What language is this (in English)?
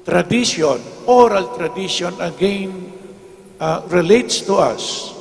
Pampanga